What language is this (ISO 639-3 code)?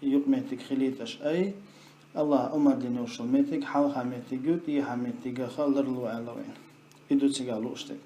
che